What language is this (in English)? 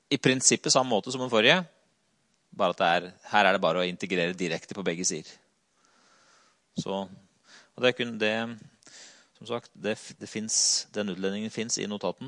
Norwegian